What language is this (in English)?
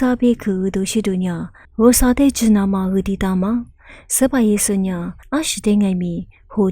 Lisu